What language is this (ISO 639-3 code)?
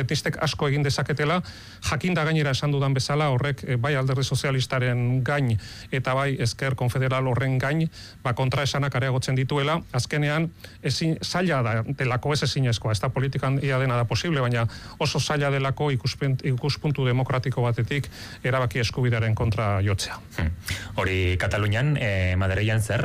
eus